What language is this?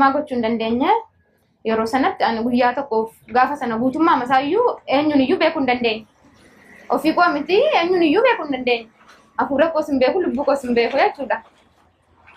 Oromo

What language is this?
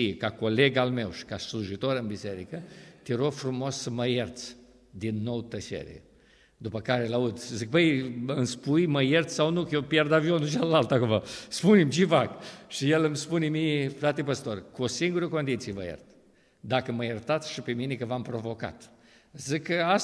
Romanian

